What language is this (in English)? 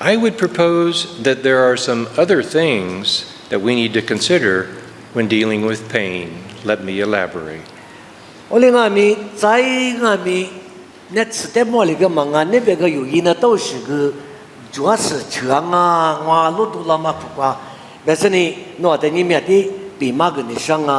Lisu